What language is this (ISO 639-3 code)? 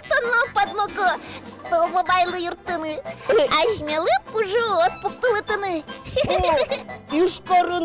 udm